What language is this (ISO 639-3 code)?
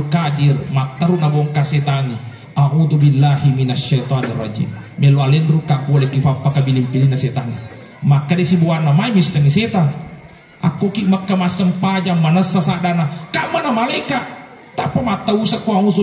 bug